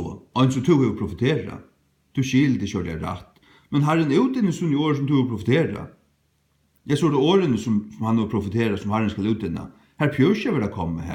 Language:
Faroese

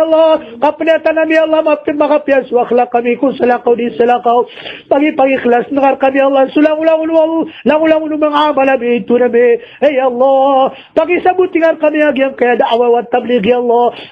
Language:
Maranao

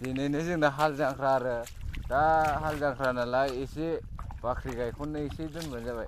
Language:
Bodo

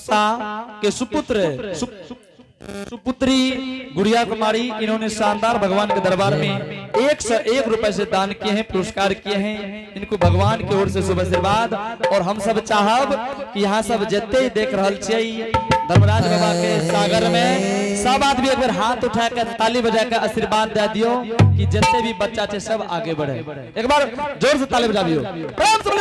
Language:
Angika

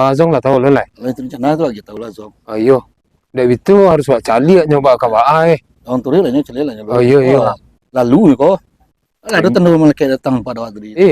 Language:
Minangkabau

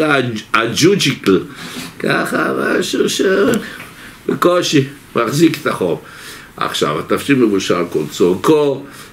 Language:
Hebrew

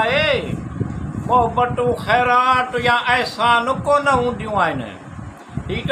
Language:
Sindhi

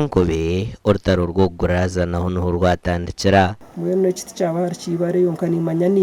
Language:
Nyankole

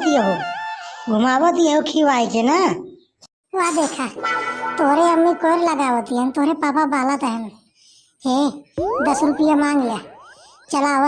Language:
Awadhi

